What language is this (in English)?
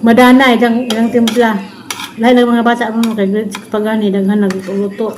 Cebuano